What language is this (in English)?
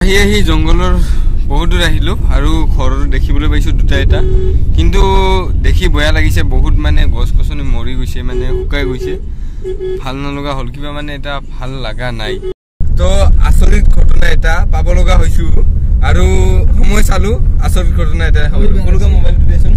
Assamese